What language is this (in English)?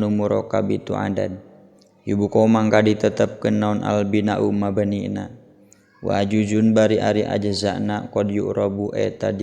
Sundanese